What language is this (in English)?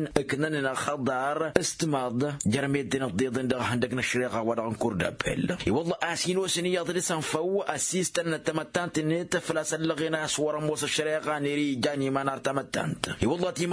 Tamasheq